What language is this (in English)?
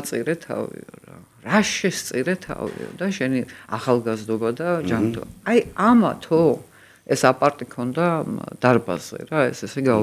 Georgian